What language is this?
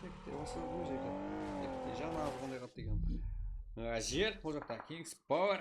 Kara-Kalpak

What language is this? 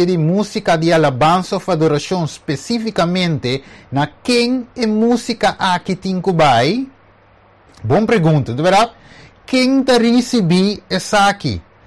Papiamento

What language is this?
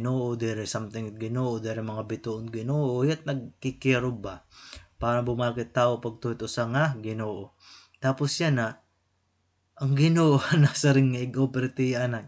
Waray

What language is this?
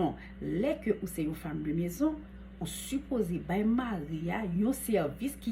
Haitian Creole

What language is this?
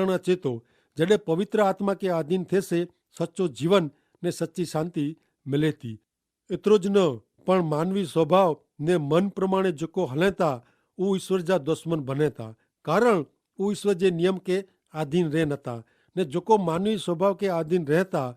Kachhi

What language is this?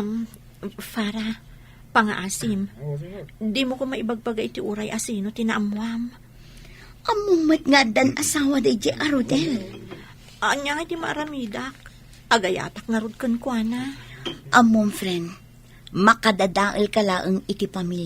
Iloko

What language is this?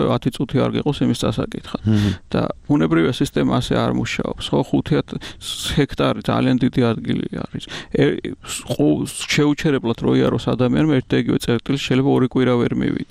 Georgian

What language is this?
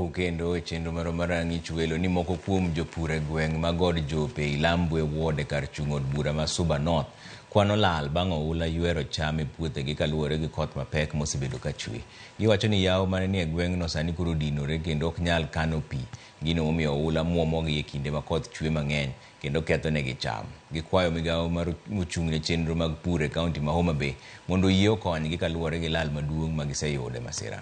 Luo (Kenya and Tanzania)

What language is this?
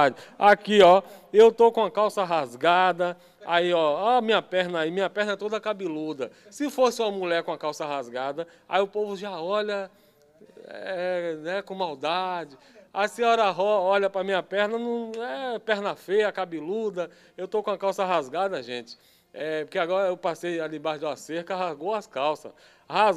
Portuguese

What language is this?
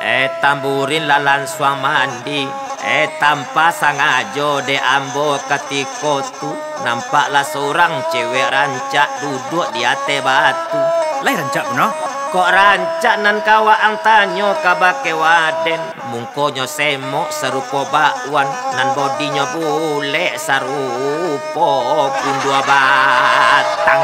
Minangkabau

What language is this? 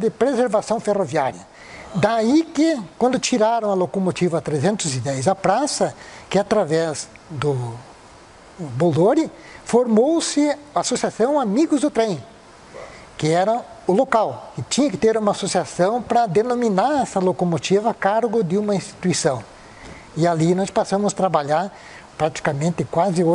Portuguese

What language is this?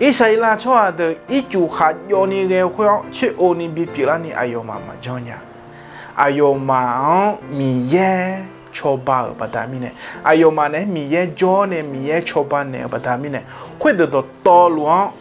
Akha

